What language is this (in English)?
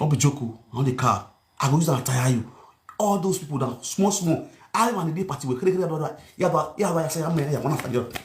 Nigerian Pidgin